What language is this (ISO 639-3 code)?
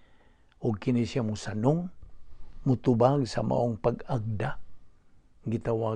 ceb